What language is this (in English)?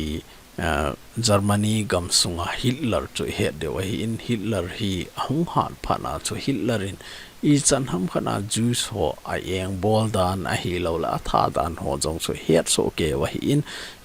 Thado Chin